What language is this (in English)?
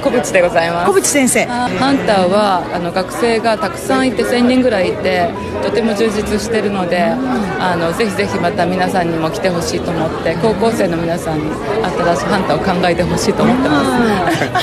Japanese